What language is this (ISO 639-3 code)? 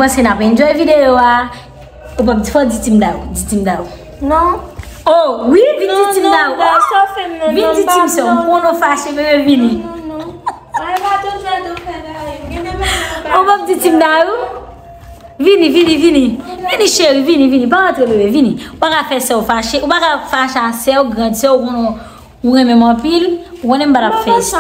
hat